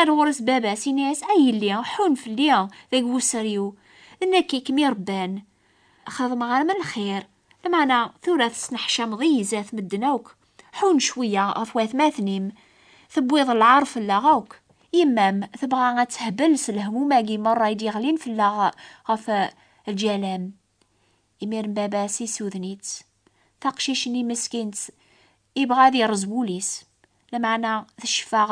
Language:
Kabyle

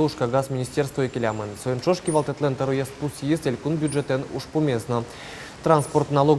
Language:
Udmurt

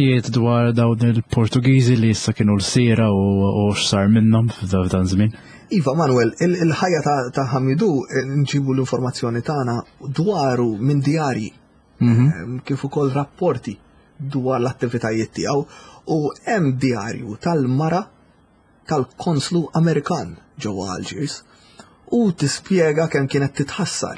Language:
Maltese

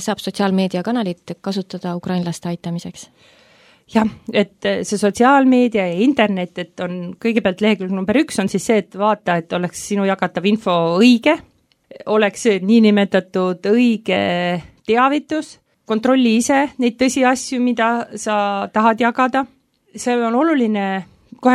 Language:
Estonian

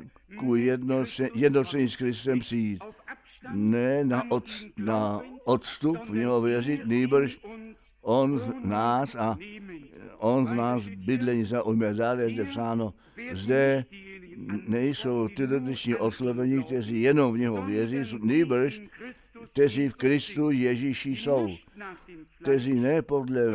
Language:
Czech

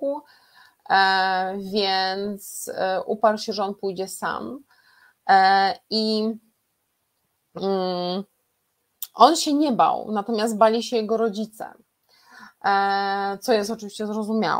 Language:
Polish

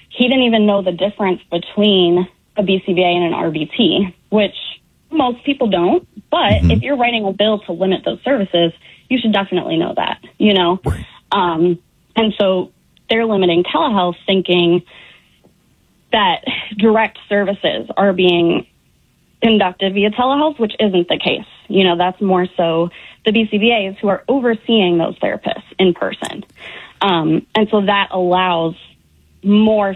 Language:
English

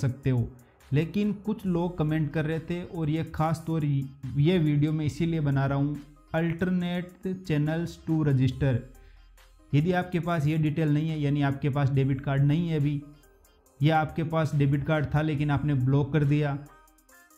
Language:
Hindi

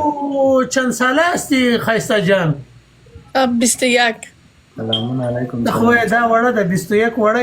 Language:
Pashto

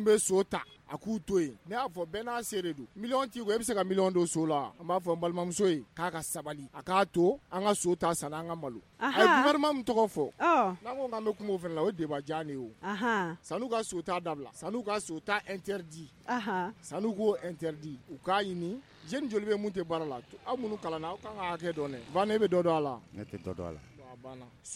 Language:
Bambara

